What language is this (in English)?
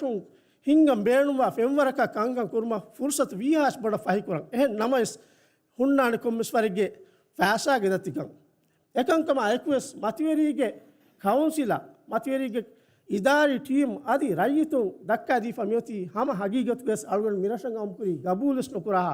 Divehi